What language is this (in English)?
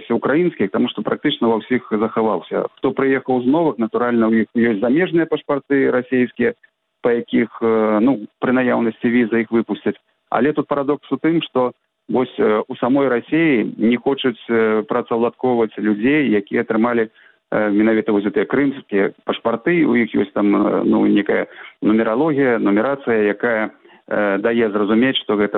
Belarusian